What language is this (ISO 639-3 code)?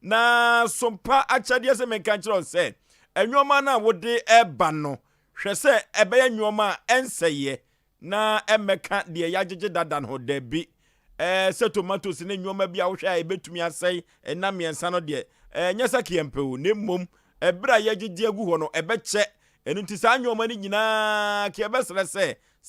aka